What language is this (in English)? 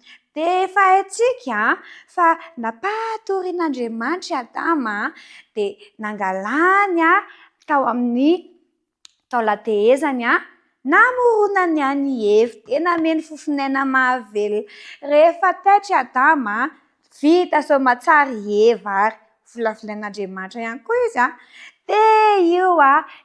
Malagasy